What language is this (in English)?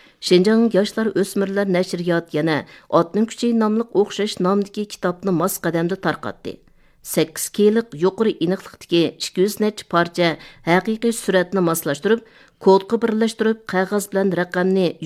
Uyghur